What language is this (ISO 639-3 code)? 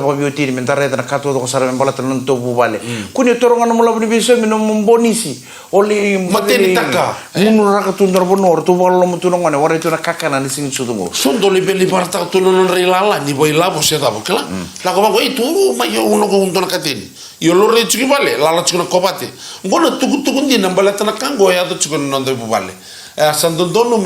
fij